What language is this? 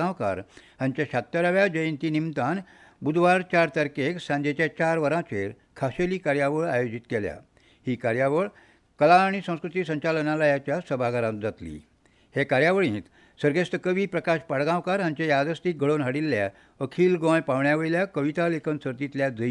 Konkani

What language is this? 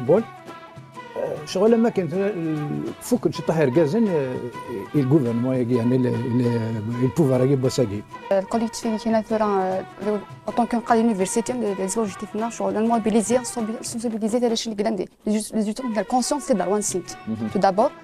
Kabyle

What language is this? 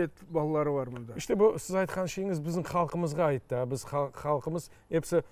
Crimean Tatar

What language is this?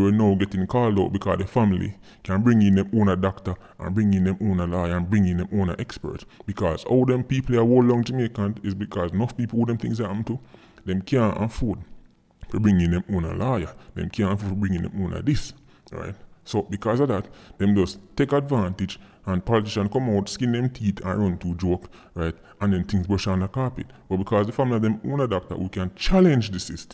Jamaican Creole English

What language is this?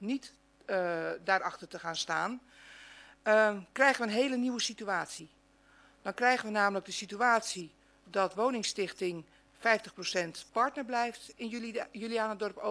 Dutch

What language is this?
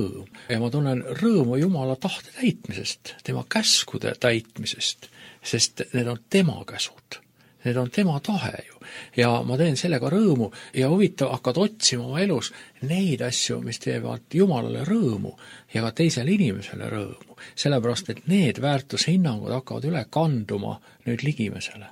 Estonian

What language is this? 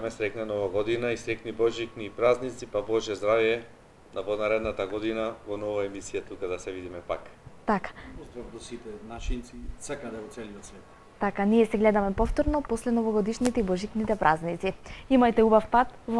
Macedonian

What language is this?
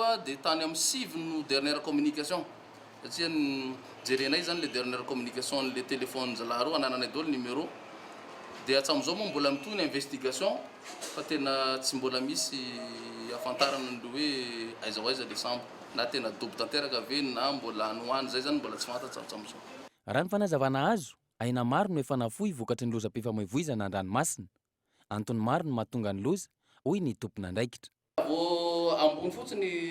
Malagasy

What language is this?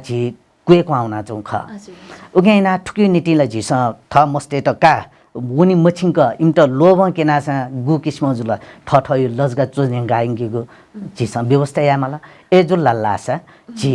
Newari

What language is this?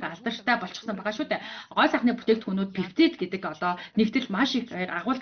Mongolian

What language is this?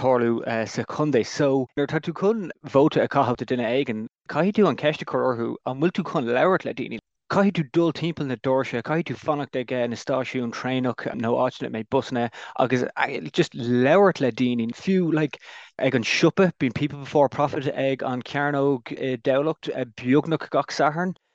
Irish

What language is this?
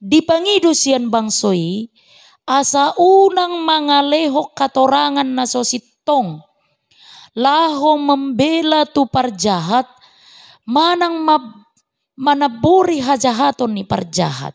Batak Toba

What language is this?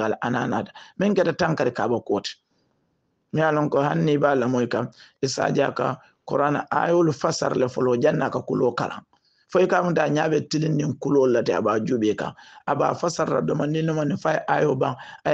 Hausa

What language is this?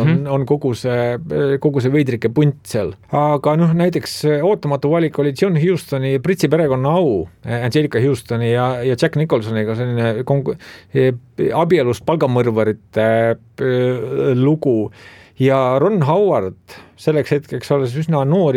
Estonian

